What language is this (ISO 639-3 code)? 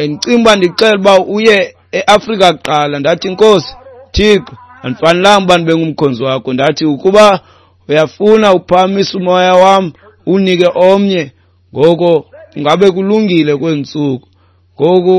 xho